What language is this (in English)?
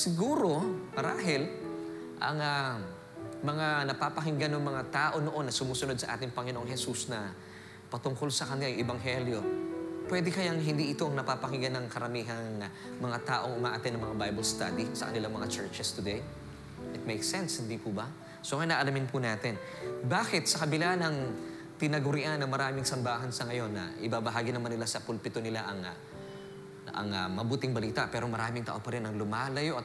Filipino